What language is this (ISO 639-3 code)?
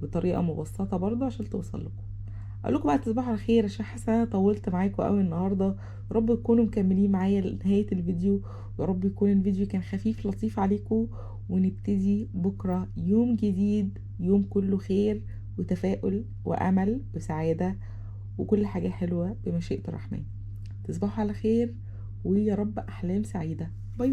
arz